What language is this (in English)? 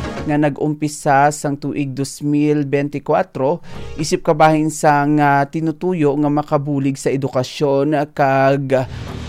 Hiligaynon